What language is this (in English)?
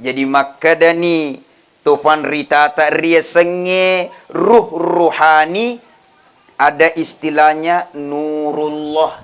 Buginese